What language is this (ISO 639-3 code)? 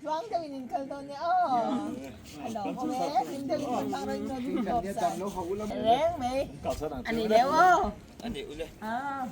lus